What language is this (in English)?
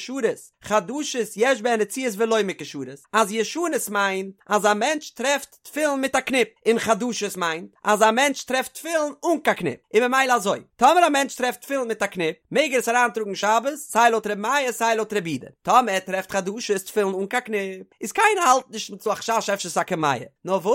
Yiddish